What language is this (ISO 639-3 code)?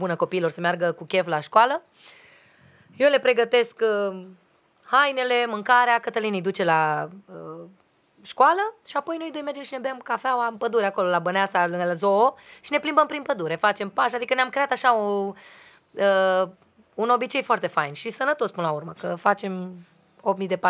ron